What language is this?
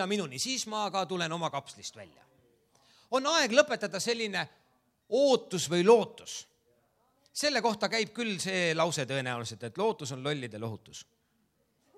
Estonian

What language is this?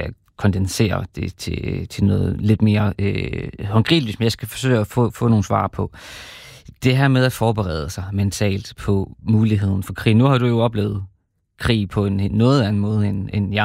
Danish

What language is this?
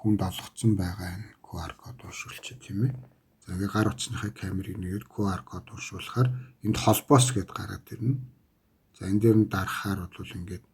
Mongolian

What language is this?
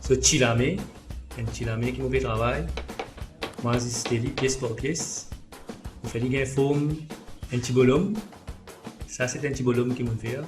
Morisyen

